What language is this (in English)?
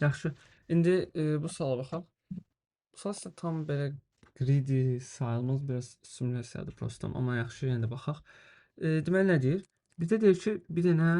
Azerbaijani